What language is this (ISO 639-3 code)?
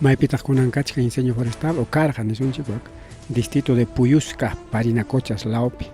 quy